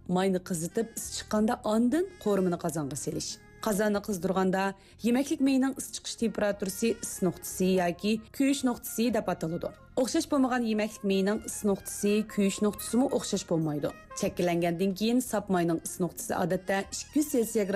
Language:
Uyghur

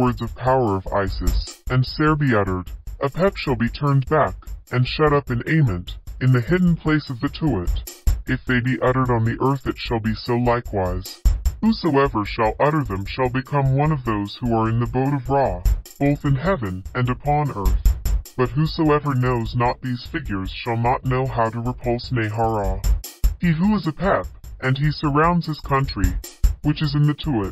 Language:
English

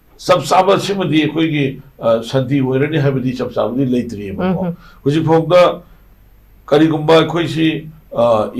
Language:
Manipuri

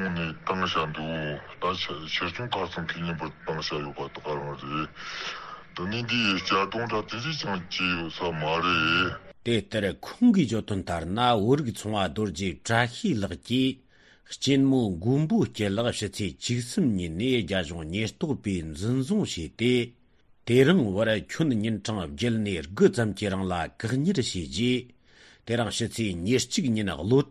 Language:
Tibetan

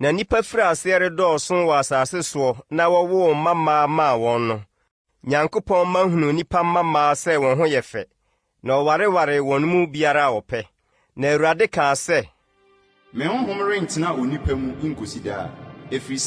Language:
Akan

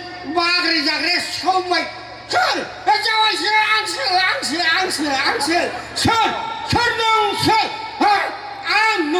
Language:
Bodo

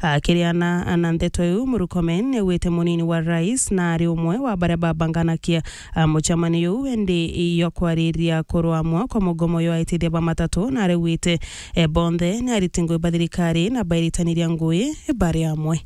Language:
Meru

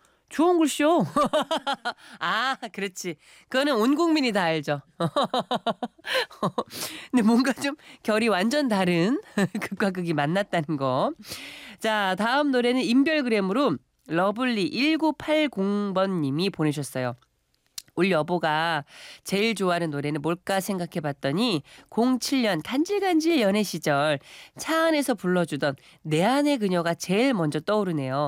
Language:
Korean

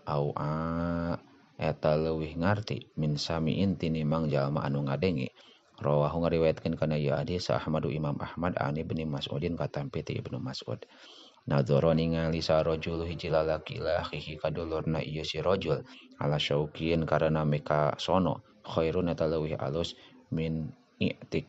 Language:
Sundanese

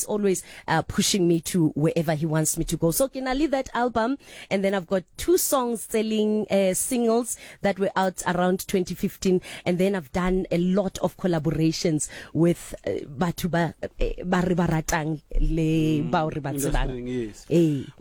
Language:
Southern Sotho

